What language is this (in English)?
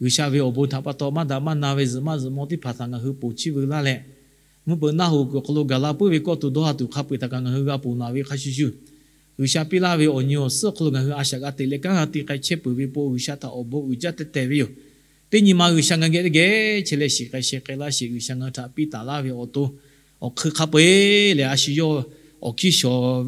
Lahu